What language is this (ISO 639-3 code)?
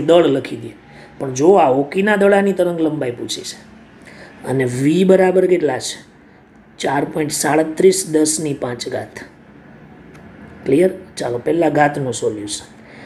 guj